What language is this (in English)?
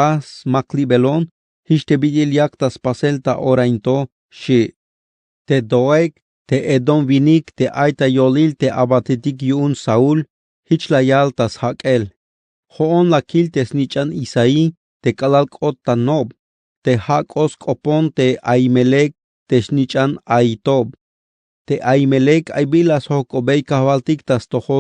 Tzeltal